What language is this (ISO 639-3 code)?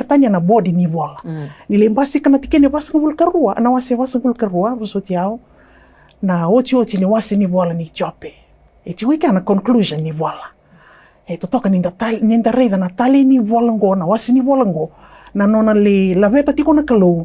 fij